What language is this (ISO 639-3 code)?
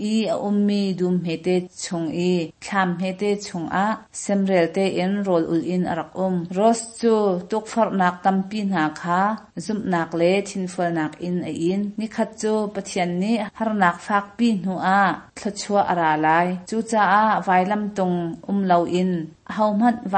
cnh